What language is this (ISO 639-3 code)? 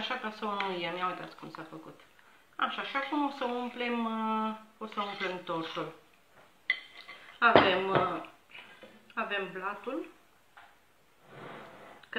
ron